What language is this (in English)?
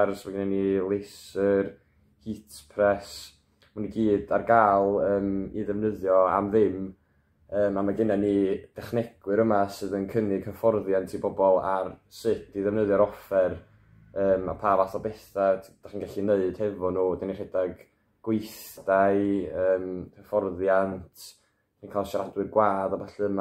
Welsh